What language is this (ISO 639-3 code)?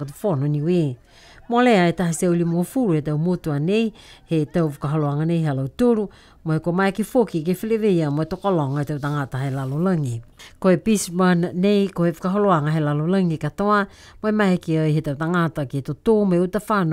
niu